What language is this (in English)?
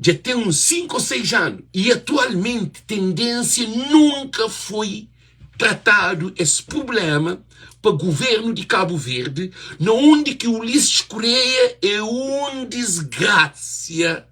Kabuverdianu